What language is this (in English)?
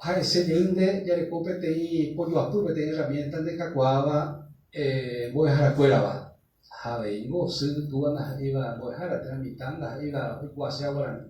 Guarani